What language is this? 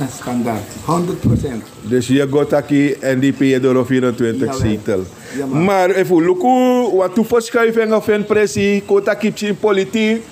Sranan Tongo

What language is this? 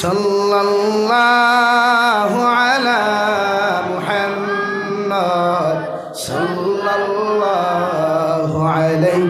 Sylheti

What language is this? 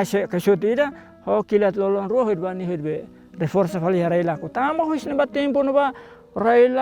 Tetum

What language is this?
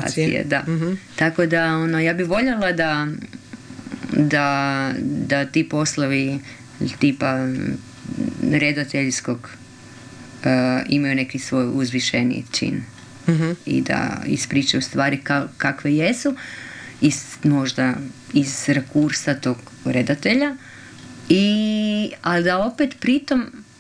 Croatian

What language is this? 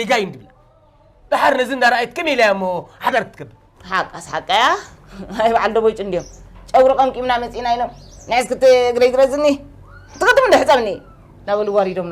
Tigrinya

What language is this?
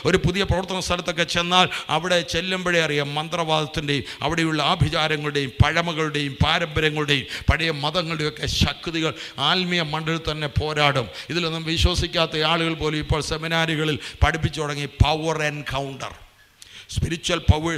Malayalam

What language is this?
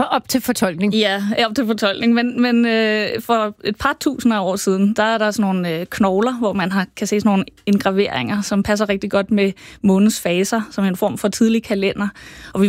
Danish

